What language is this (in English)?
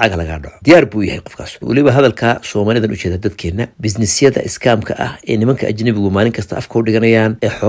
Somali